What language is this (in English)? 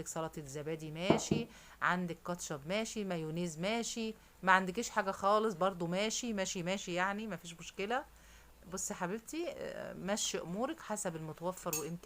Egyptian Arabic